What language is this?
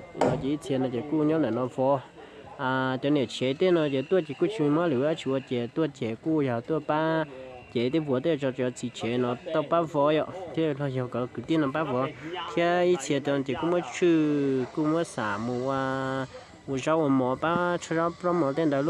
Vietnamese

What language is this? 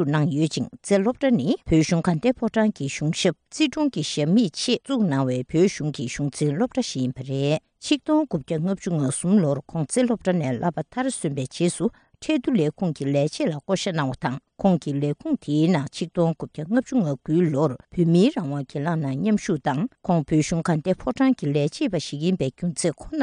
Tibetan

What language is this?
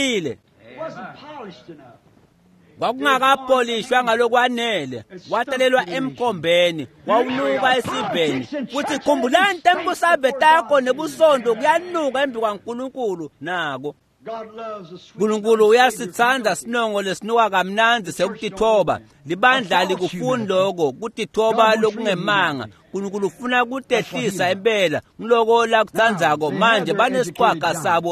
Swati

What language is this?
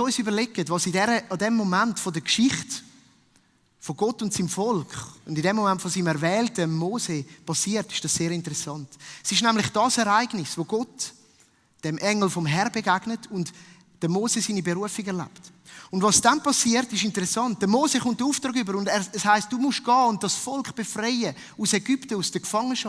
Swiss German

